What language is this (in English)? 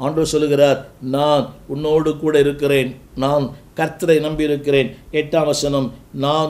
Tamil